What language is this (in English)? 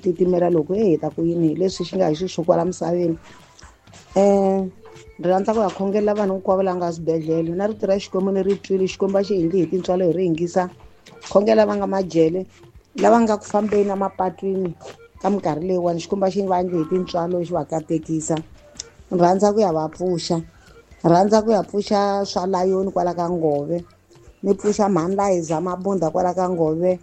Tsonga